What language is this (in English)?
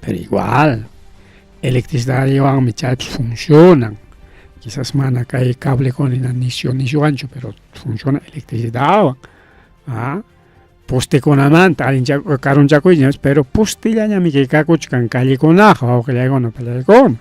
Ayacucho Quechua